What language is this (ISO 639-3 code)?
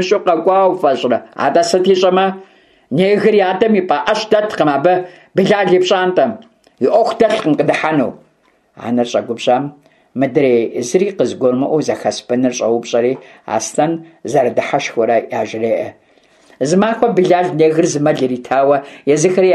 kbd